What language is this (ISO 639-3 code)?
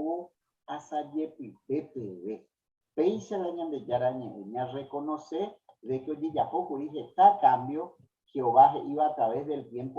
grn